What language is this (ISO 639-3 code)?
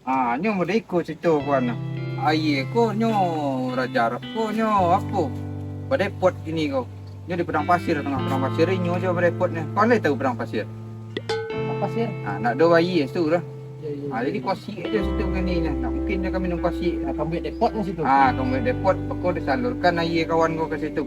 min